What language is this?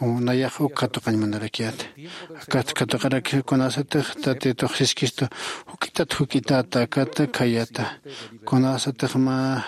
Aymara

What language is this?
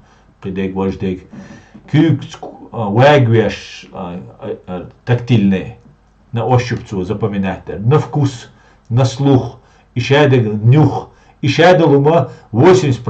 Chechen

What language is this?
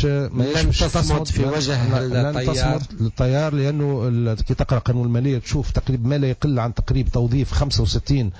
Tunisian Arabic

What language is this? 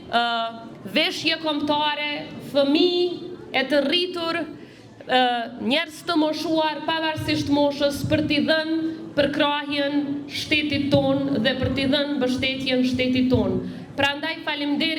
Albanian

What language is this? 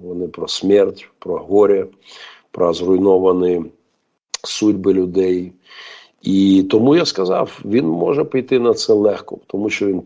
Ukrainian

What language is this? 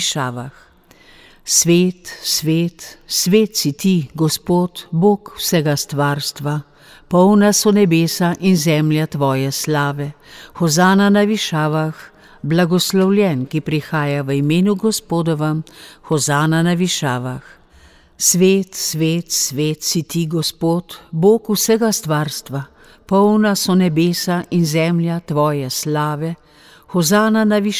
Slovenian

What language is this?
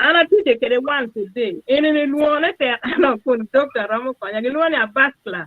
Acoli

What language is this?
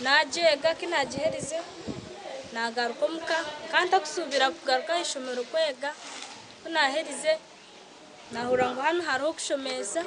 Nyankole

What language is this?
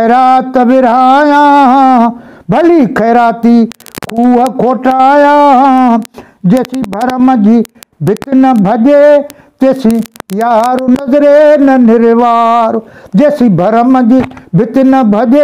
Sindhi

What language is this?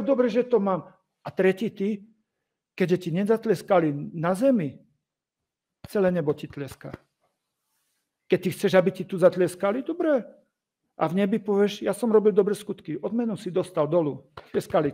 Slovak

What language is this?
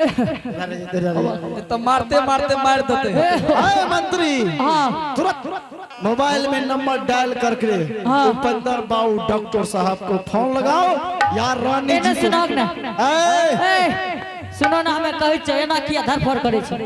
Angika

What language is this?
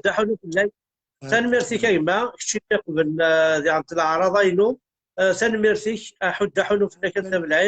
Kabyle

